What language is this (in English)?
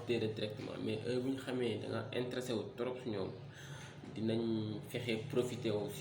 Wolof